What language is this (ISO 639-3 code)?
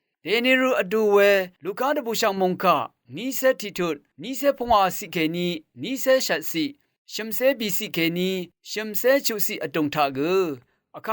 raw